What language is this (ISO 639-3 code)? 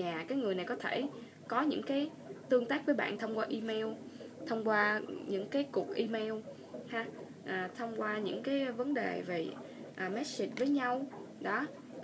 vie